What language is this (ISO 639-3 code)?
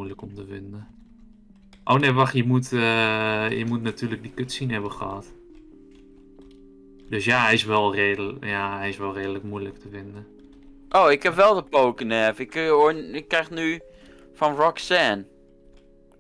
nld